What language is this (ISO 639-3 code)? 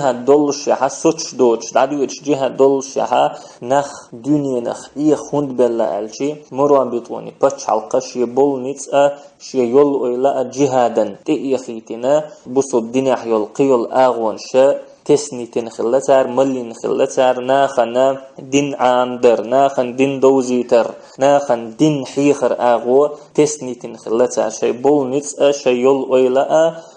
che